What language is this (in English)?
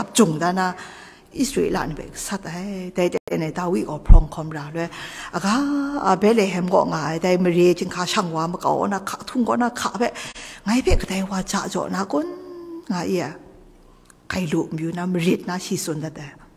Kachin